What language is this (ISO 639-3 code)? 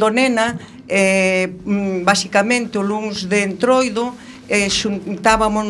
glg